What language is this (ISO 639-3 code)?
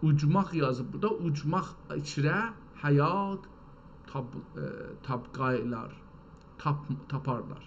azb